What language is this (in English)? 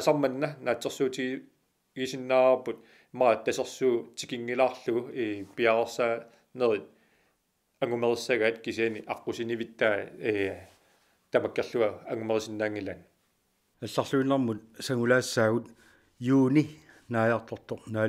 Kalaallisut